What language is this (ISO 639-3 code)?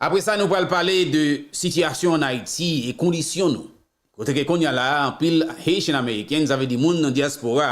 hat